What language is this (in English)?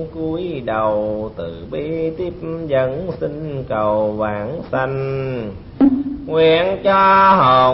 Vietnamese